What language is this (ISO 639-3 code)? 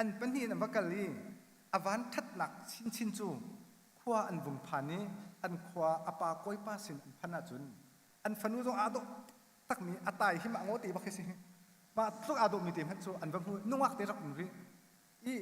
cnh